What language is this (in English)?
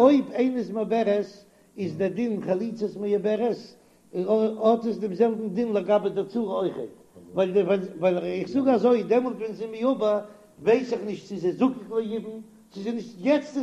Yiddish